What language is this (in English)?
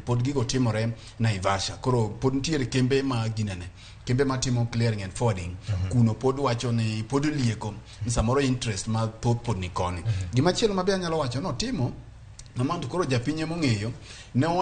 Luo (Kenya and Tanzania)